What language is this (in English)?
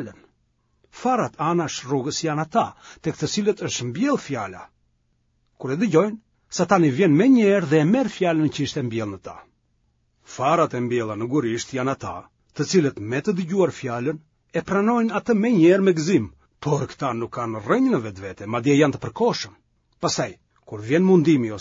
Albanian